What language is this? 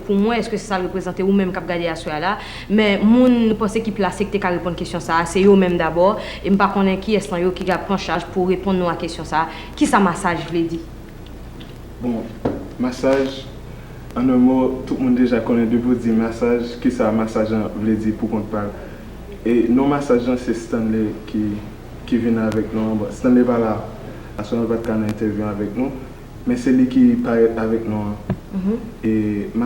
Haitian Creole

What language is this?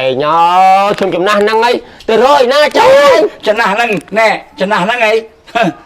Khmer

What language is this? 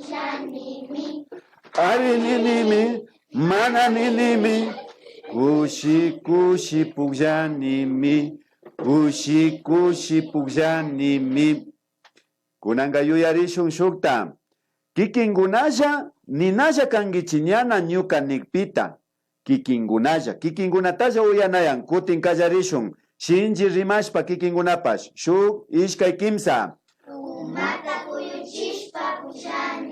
Imbabura Highland Quichua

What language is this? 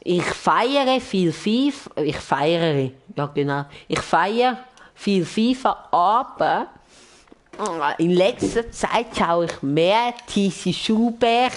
Swiss German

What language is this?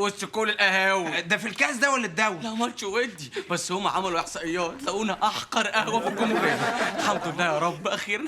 Egyptian Arabic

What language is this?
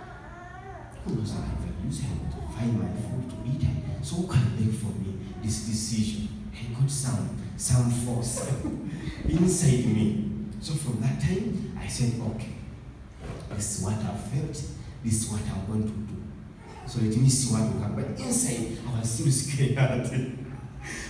English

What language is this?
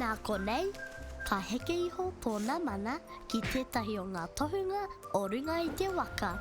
Māori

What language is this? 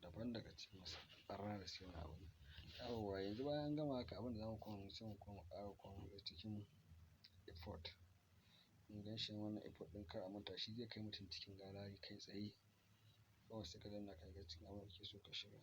Hausa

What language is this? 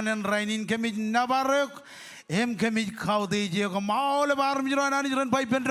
Marshallese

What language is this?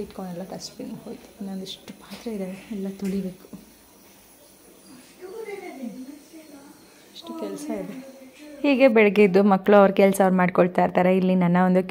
Kannada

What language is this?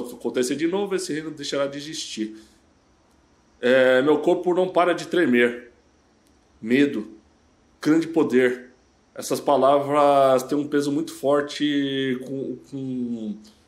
Portuguese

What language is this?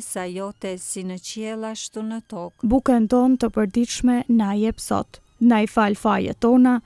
Albanian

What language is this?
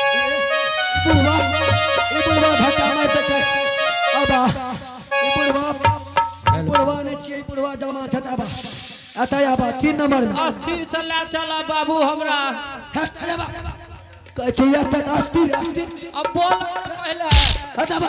Angika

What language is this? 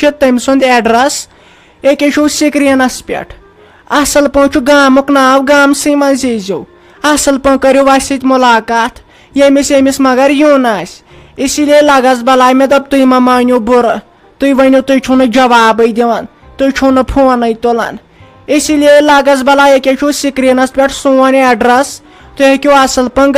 Kashmiri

